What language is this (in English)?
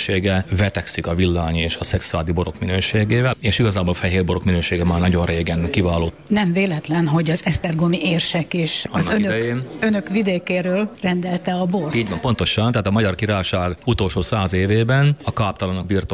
Hungarian